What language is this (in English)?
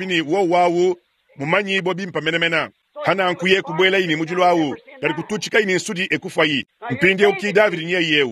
Luba-Lulua